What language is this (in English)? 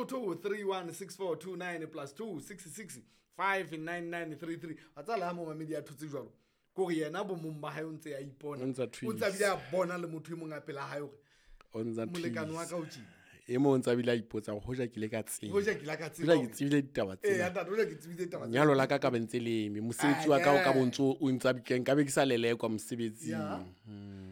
Southern Sotho